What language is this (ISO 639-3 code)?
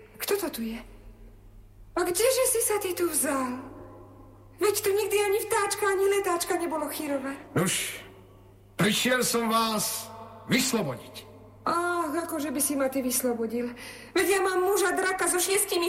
slk